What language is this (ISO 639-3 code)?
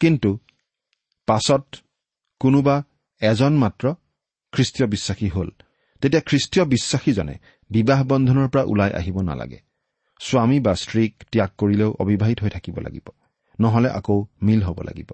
asm